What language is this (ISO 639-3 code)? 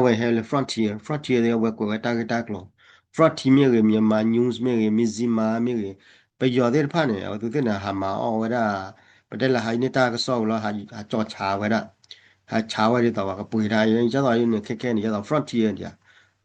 ksw